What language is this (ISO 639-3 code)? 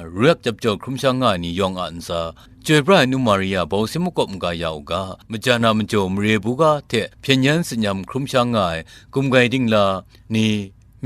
kac